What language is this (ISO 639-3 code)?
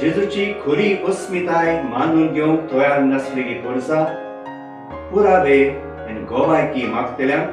kok